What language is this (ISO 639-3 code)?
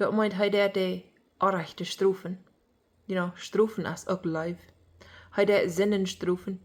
pdt